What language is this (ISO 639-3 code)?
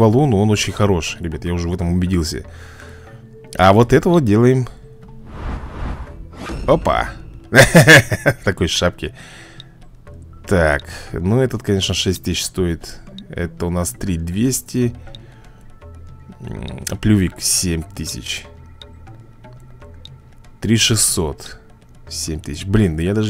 rus